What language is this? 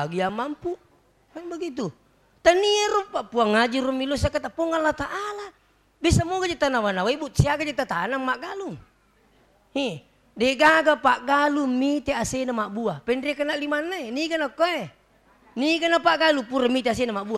Buginese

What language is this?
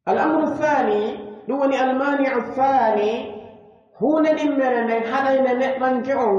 Pular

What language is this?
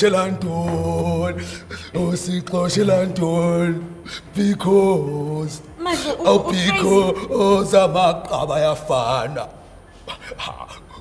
Zulu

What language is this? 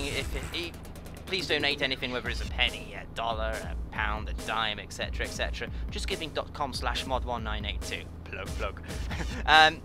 English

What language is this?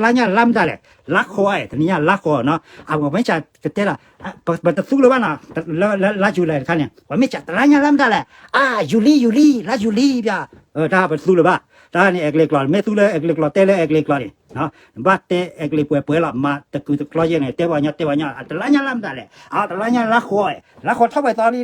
S'gaw Karen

